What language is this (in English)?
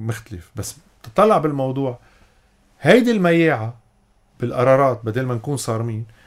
North Levantine Arabic